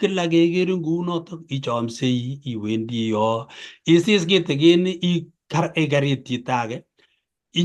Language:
Kalenjin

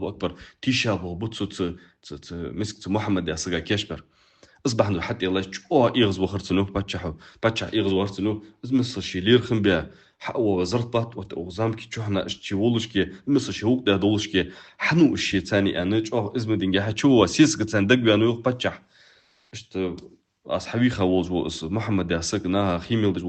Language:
Ingush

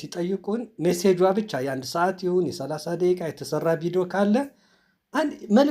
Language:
Amharic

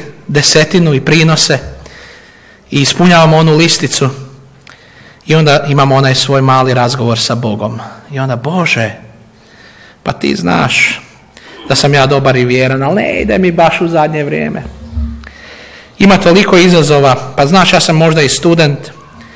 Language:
Croatian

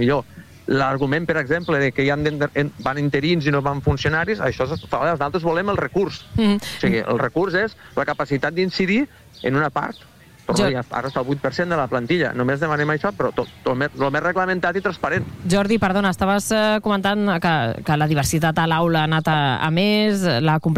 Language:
Catalan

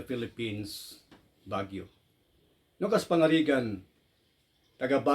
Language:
Iloko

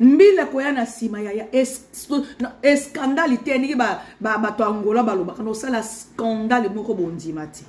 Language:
Lingala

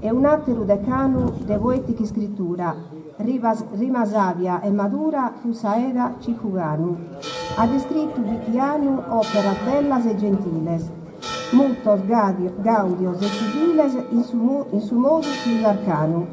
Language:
Sardinian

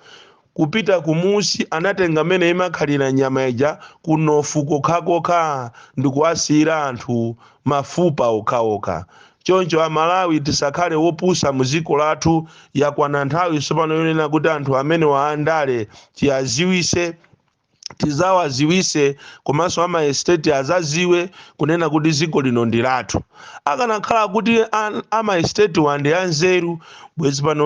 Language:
Nyanja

